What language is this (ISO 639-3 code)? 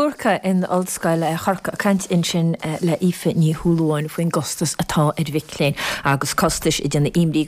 gle